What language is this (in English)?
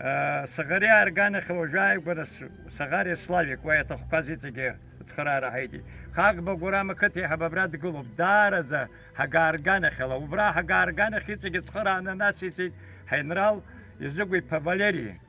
Abkhazian